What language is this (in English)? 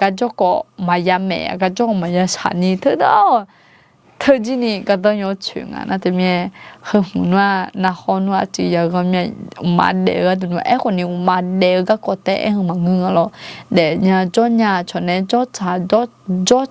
Akha